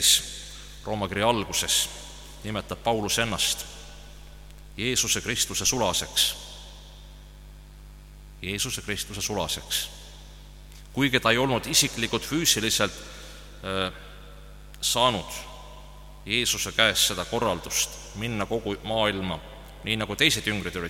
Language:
Estonian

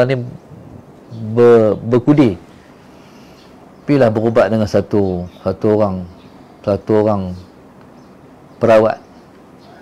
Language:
Malay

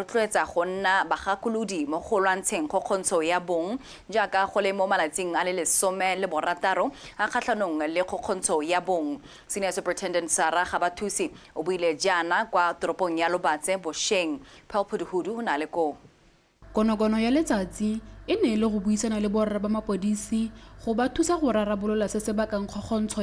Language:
Tswana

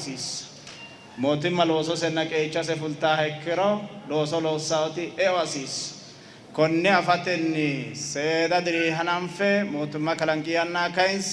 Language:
Sidamo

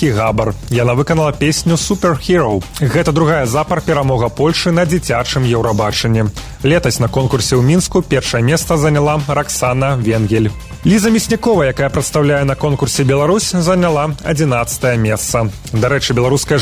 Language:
Belarusian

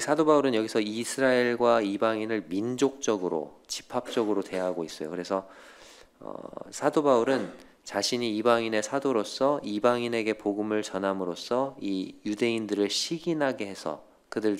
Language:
Korean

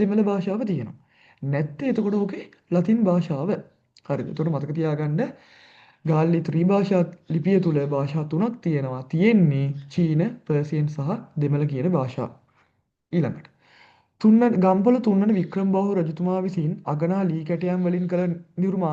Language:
Sinhala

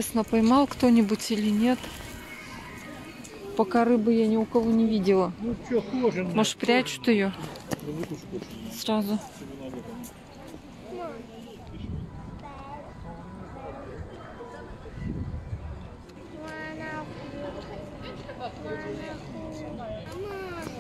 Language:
Russian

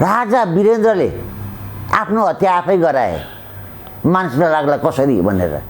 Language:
Nepali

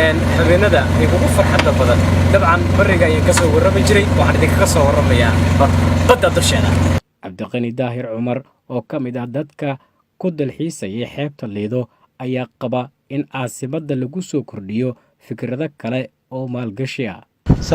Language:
Somali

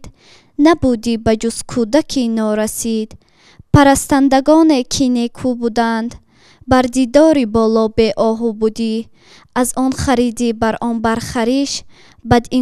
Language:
Tajik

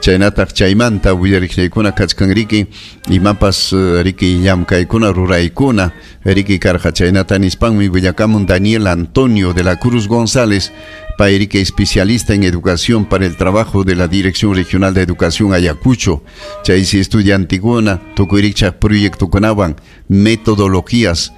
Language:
Ayacucho Quechua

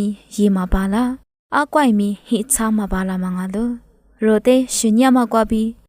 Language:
Lisu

